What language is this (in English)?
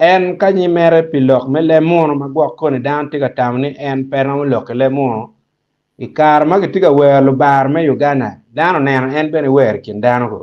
Acoli